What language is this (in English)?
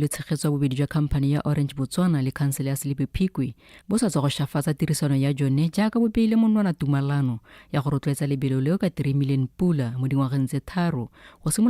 Tswana